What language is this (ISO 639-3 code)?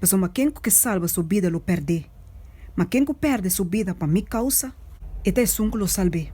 pap